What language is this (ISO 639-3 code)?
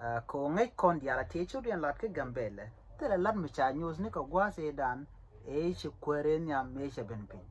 nus